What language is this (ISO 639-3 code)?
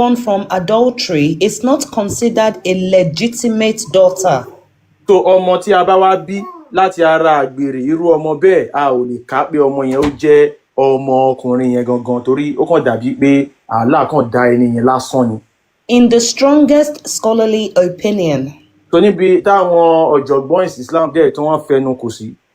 yor